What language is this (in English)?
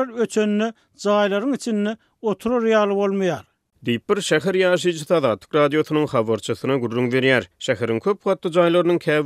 Turkmen